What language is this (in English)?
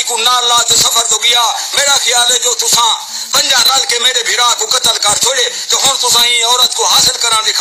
Saraiki